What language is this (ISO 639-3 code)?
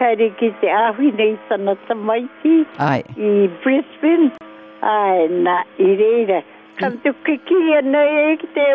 mri